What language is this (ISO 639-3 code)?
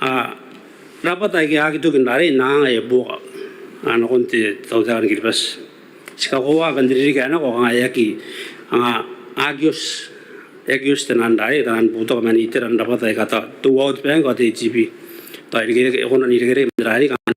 gil